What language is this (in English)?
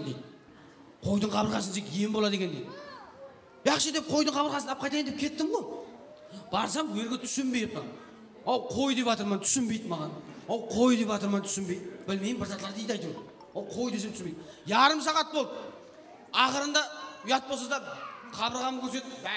Kara-Kalpak